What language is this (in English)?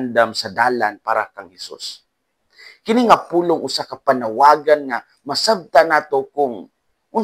Cebuano